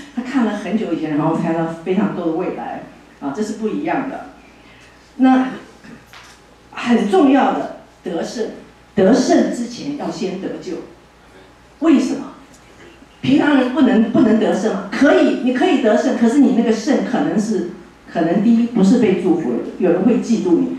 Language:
Chinese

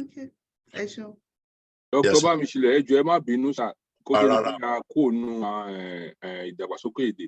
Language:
Yoruba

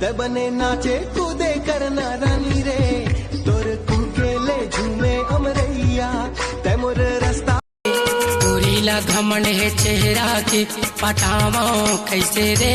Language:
Chhattisgarhi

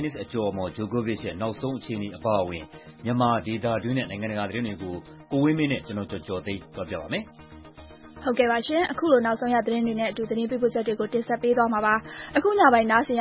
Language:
Burmese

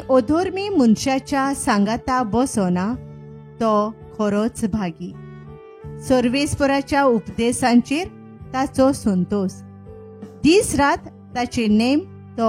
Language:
Konkani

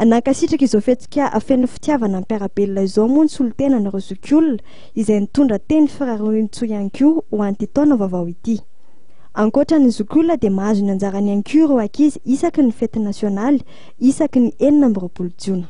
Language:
Malagasy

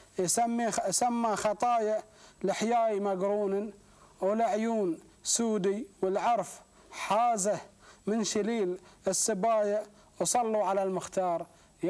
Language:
Gulf Arabic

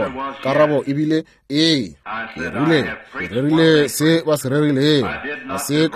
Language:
Northern Sotho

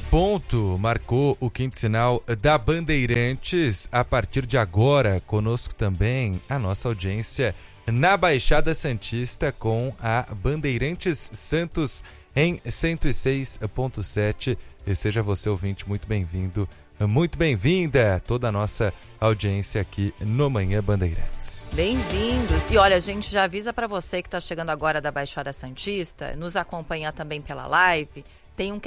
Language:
Portuguese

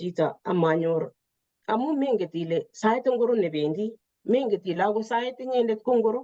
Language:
Kalenjin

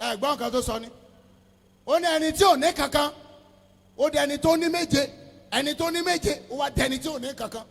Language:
Yoruba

